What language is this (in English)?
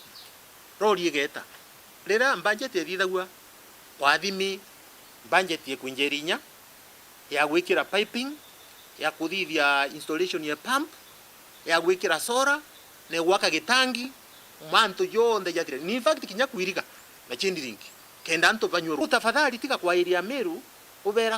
Meru